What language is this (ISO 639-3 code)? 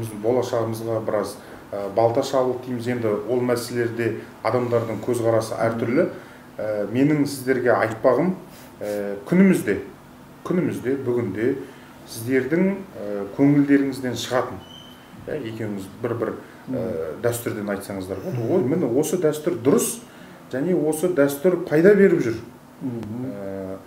kaz